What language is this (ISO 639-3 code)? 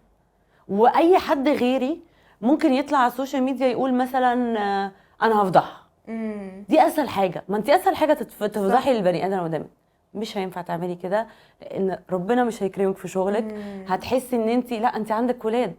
arz